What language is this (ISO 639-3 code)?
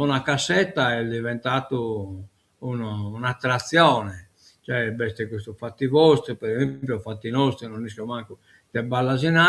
srd